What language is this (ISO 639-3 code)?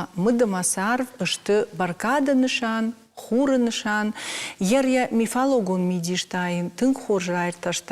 oss